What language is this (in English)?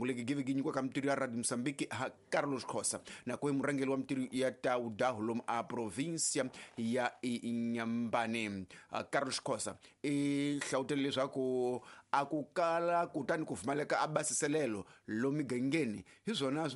Tsonga